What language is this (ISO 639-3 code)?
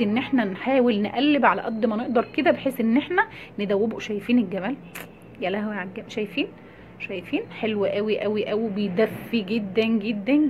arz